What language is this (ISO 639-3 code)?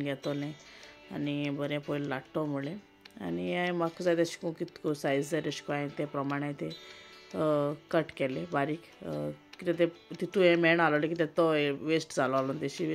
kok